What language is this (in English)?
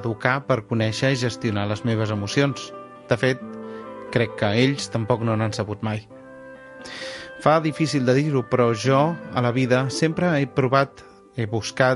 Catalan